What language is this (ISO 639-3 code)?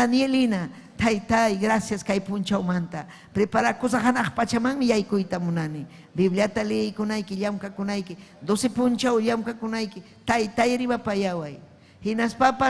quy